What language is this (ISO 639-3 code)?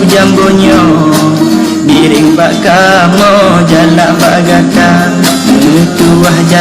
ace